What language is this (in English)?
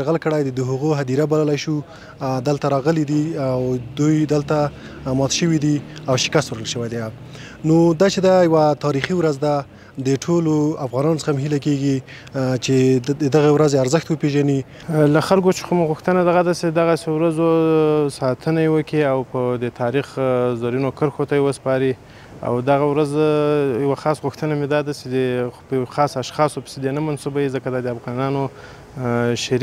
Pashto